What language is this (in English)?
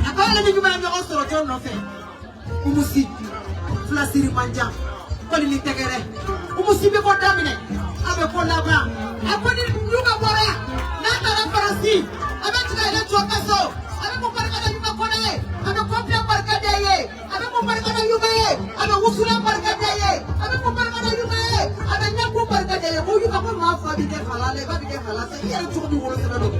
Bambara